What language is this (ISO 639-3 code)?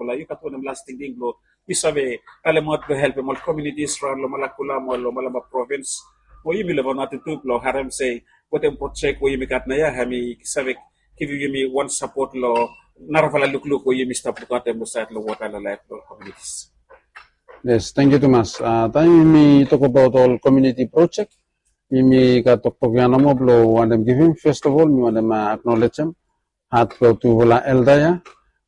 bis